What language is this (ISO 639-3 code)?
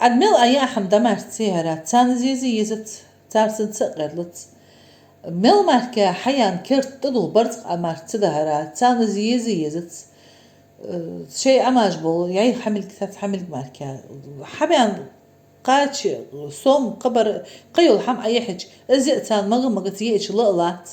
inh